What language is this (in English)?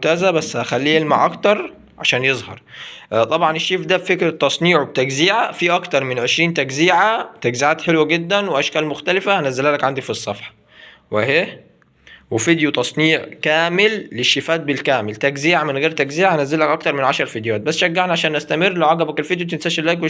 Egyptian Arabic